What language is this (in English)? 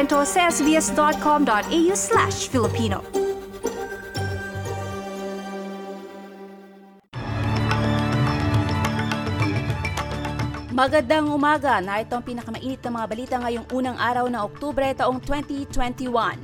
Filipino